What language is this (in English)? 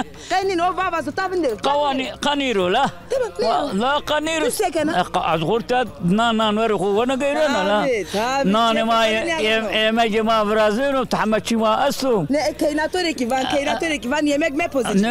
Zaza